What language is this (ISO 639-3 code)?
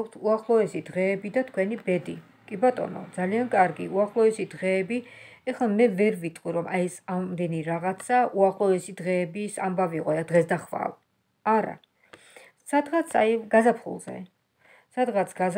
kat